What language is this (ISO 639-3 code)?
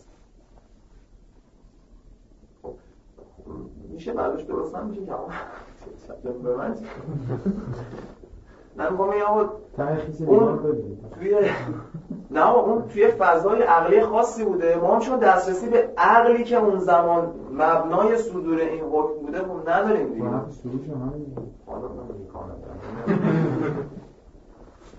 fas